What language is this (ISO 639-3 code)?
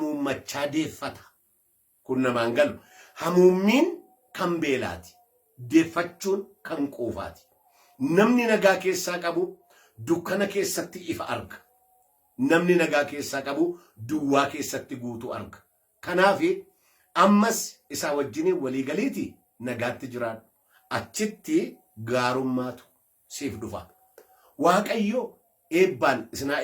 orm